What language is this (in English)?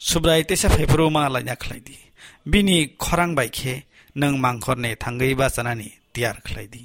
Kok Borok